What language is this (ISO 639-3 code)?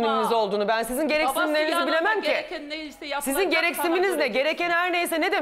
tur